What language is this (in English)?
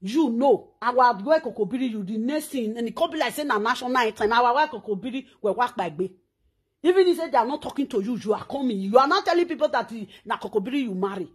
Nigerian Pidgin